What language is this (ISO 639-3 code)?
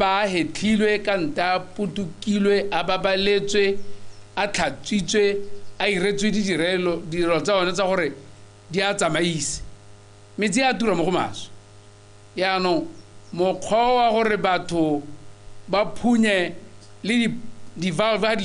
tsn